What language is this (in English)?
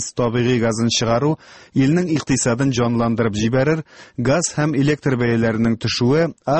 Tatar